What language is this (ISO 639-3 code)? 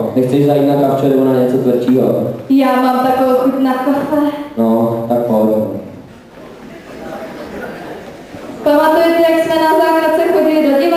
ces